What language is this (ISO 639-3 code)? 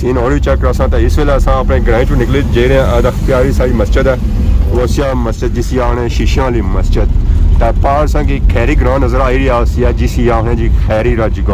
phr